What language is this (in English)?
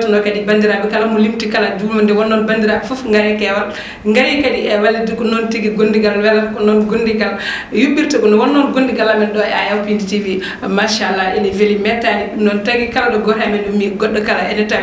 Fula